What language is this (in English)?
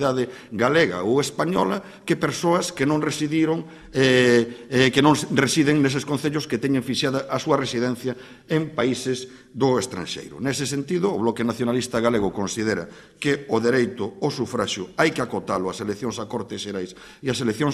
Galician